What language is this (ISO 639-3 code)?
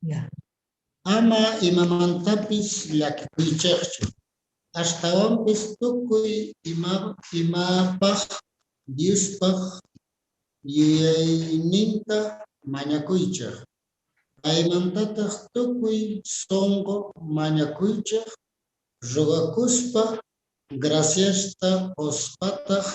quh